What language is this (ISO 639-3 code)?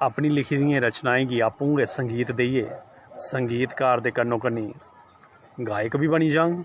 doi